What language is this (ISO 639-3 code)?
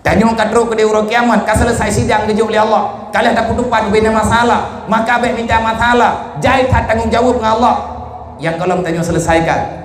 ace